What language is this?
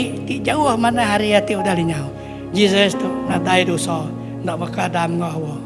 Iban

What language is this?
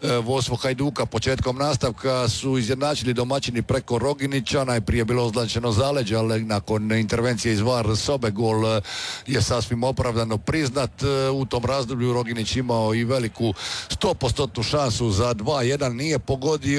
Croatian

